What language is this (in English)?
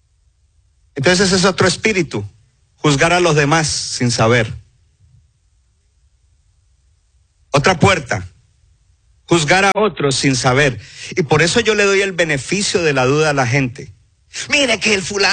Spanish